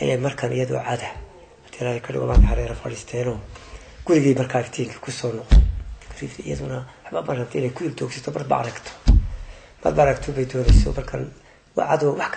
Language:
Somali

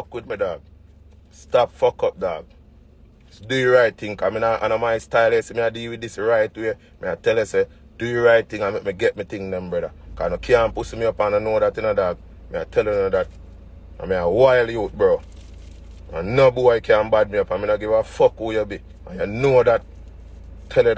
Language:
Jamaican Creole English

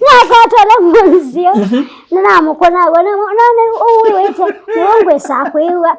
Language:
Kamba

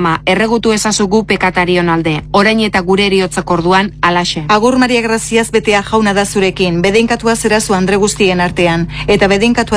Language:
Basque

